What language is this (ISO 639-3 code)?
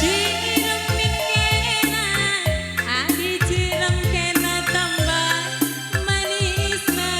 btx